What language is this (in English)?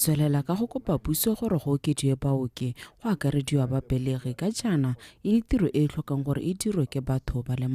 Tswana